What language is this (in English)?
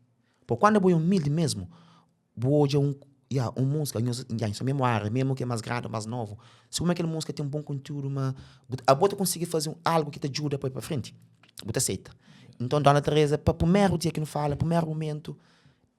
Kabuverdianu